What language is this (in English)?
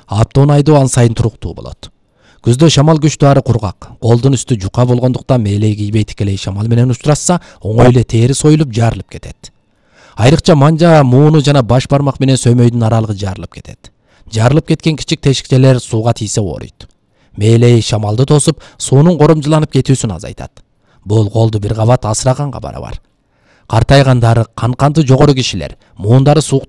Kyrgyz